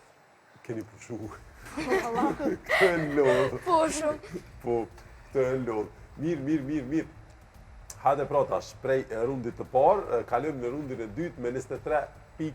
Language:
Albanian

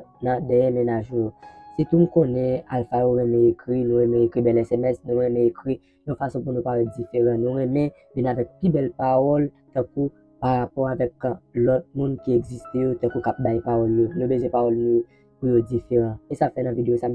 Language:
Haitian Creole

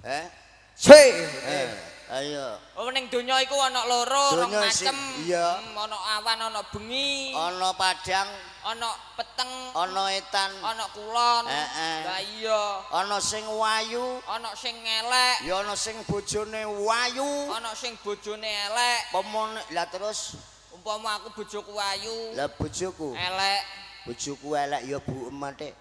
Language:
Javanese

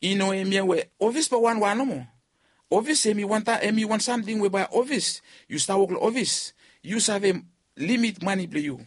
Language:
Bislama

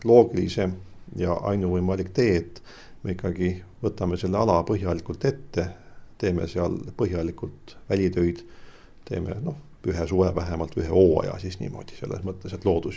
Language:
Estonian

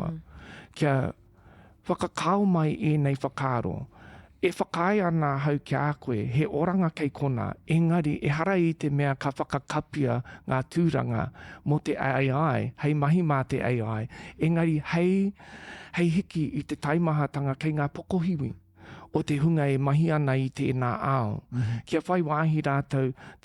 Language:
Māori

